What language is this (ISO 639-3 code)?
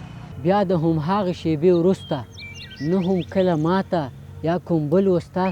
pus